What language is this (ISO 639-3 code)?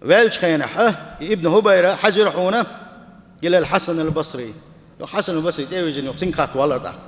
che